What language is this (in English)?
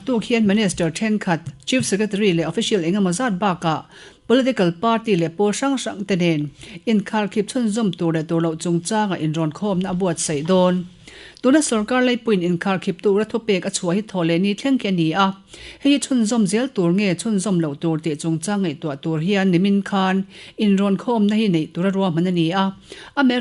Mizo